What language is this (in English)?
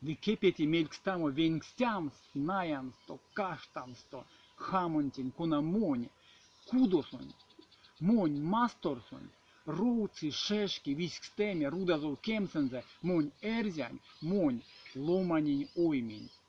Erzya